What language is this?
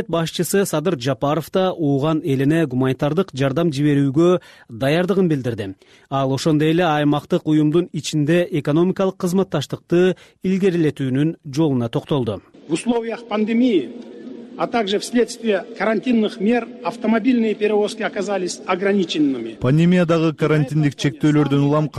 Kyrgyz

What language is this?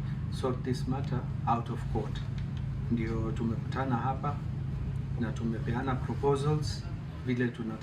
Meru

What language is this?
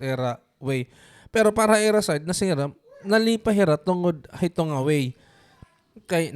Waray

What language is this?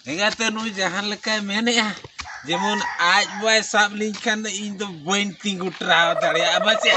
Santali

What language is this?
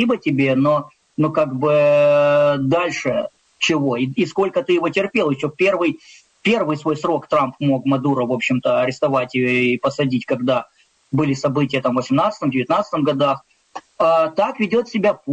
Russian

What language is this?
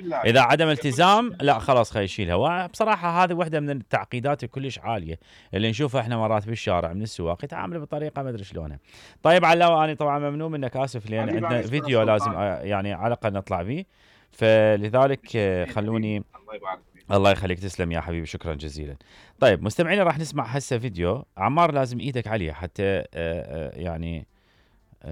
Mesopotamian Arabic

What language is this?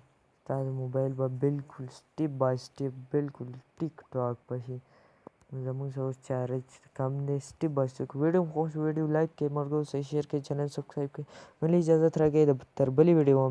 Pashto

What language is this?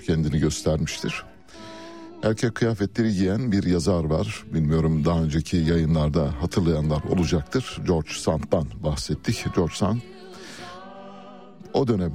Turkish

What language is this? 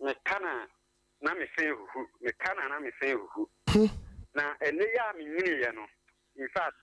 Akan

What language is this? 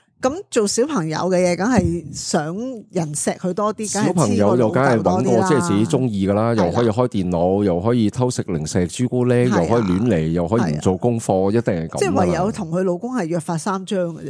Cantonese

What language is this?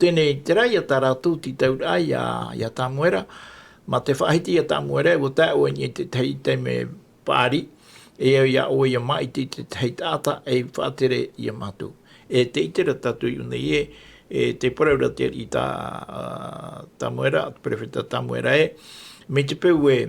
Tahitian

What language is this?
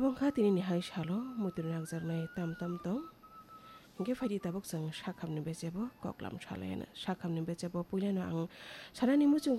Kok Borok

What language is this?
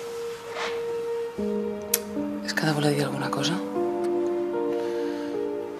Catalan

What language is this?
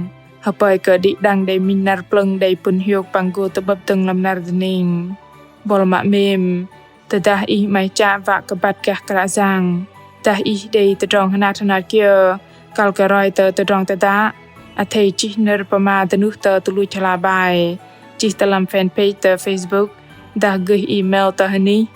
Bahnar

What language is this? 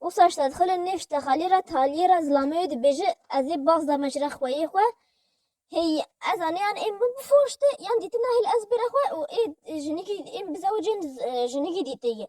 Kurdish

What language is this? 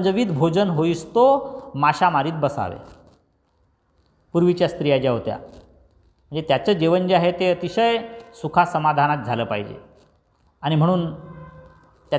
Marathi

